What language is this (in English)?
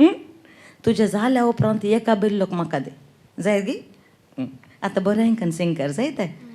Konkani